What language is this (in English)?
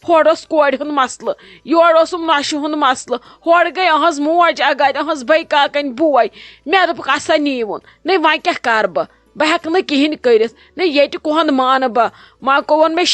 Kashmiri